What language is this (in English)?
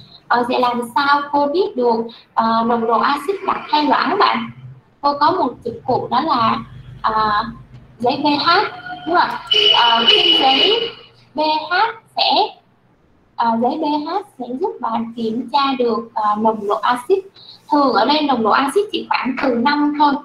Vietnamese